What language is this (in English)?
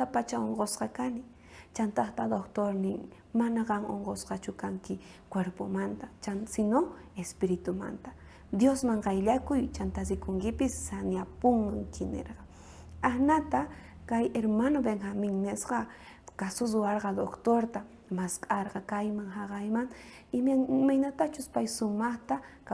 South Bolivian Quechua